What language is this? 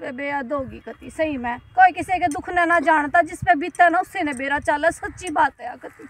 Haryanvi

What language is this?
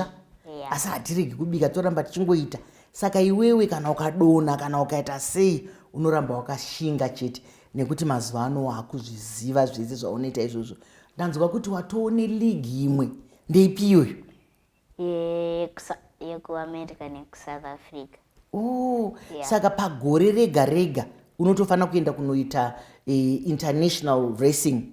Shona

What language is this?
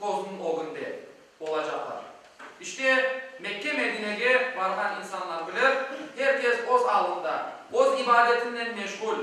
Crimean Tatar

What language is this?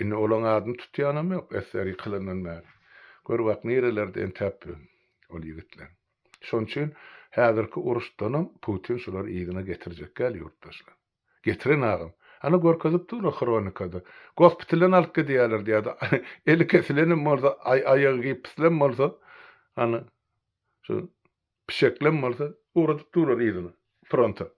Turkmen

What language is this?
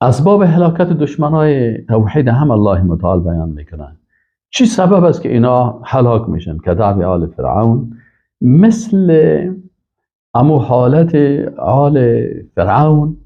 Persian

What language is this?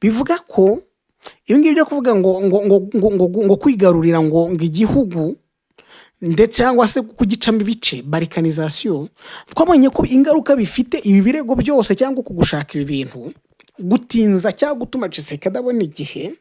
Kinyarwanda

